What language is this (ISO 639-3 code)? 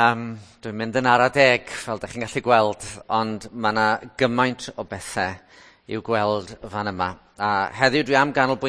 cym